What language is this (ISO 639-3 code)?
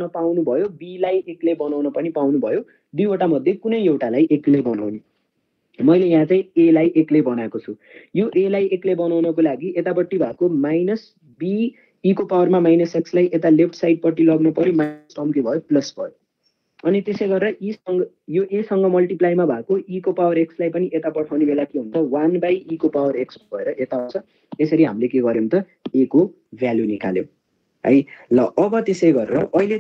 nep